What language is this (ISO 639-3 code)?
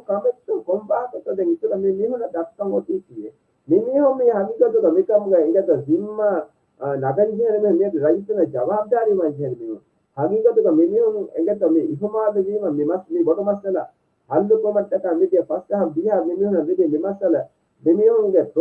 div